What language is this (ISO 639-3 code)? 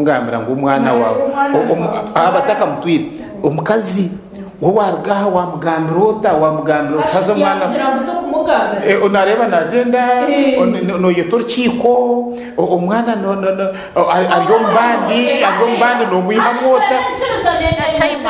nyn